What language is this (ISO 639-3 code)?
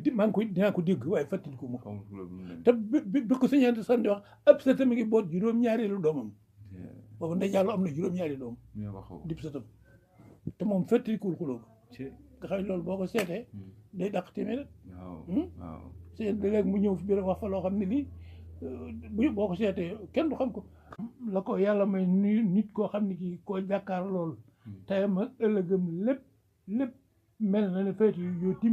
wol